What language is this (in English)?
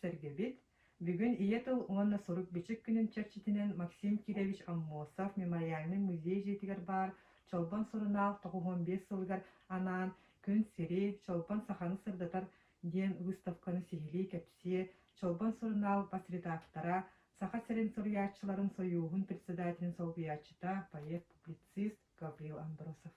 Yakut